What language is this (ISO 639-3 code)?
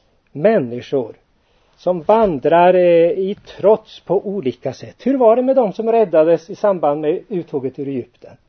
swe